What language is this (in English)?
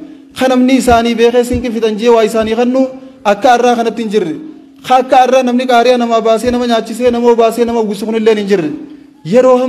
Oromo